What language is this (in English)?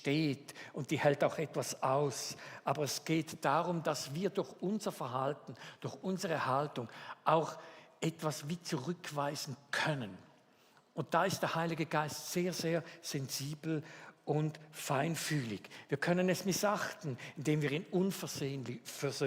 Swiss German